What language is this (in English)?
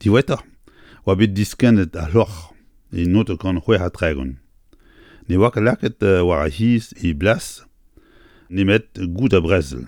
Breton